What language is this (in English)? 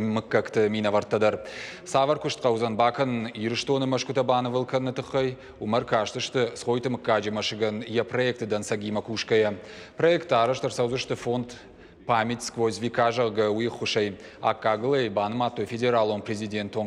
Ossetic